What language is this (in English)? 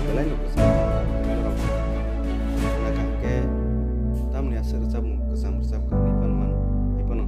Kok Borok